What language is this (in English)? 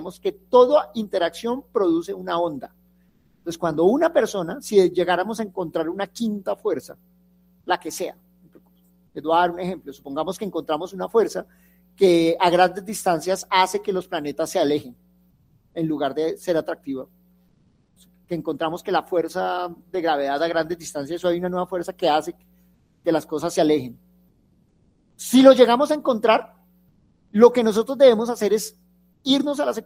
Spanish